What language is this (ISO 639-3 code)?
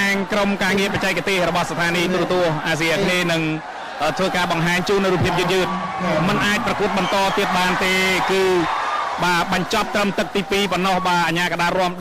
khm